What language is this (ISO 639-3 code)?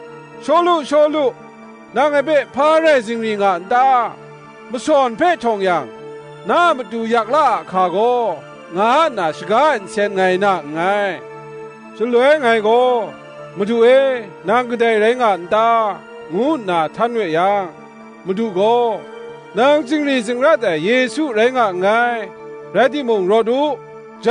kac